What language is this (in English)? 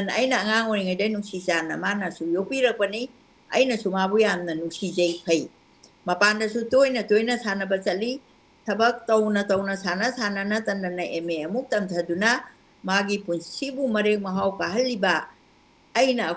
Manipuri